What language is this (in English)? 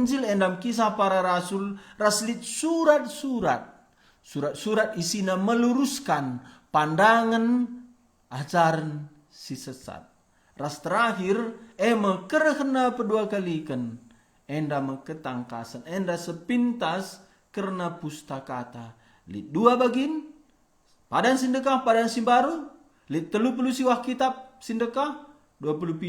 Batak Karo